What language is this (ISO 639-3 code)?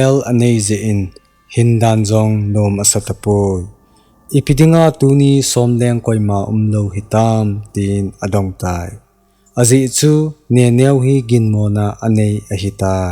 tcz